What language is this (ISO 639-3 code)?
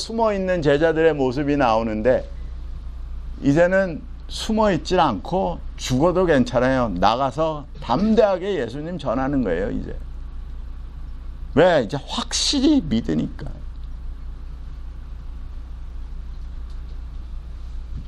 kor